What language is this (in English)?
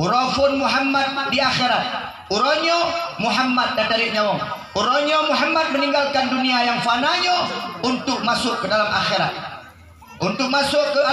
Achinese